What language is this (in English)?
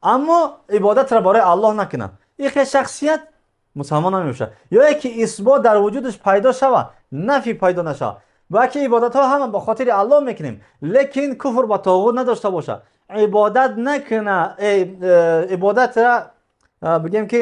Tajik